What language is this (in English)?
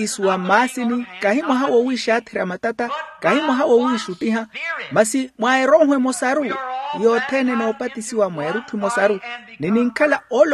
Makhuwa